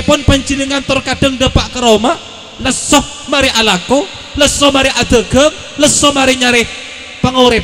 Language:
Madurese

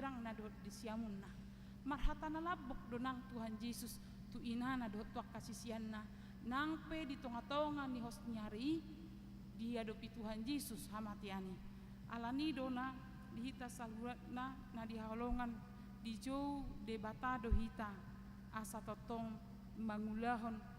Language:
Batak Toba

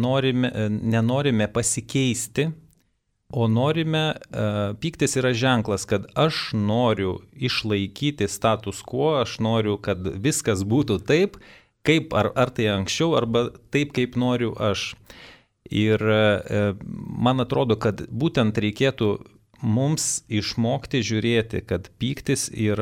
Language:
Lithuanian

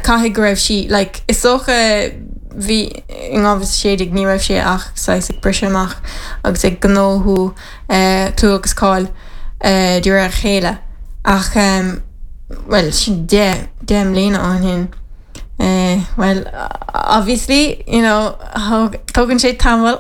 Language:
Irish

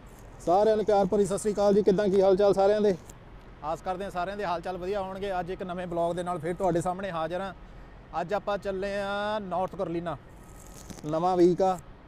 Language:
Punjabi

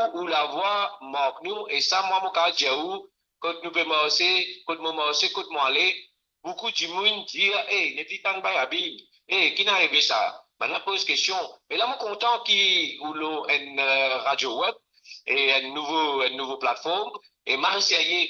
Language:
Morisyen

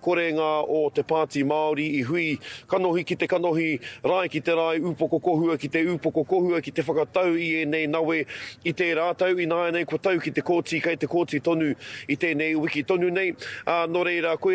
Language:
Māori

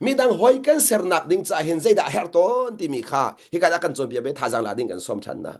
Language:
Hakha Chin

